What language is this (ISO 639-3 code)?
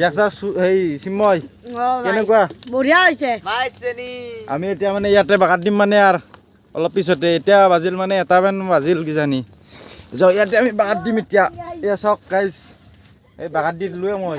asm